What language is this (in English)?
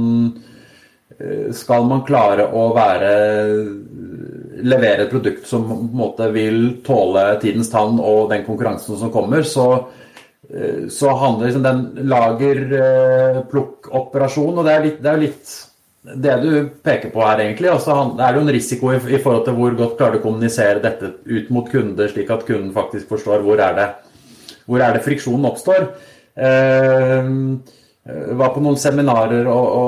Norwegian